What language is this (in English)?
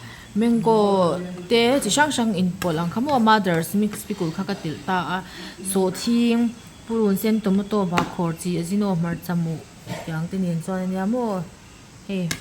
Mizo